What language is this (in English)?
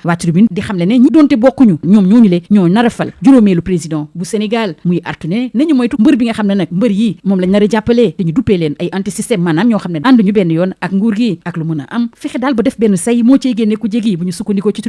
Wolof